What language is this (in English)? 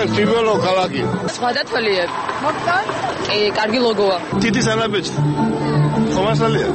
Georgian